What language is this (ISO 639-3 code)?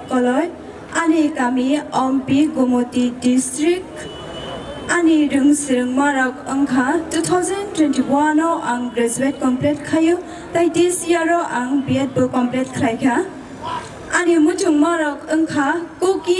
trp